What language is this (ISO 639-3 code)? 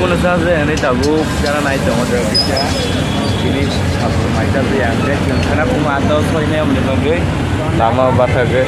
trp